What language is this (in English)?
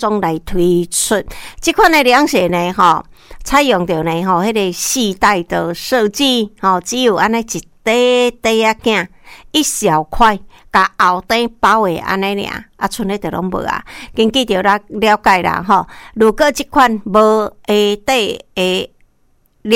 Min Nan Chinese